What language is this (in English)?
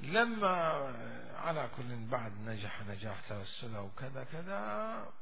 Mesopotamian Arabic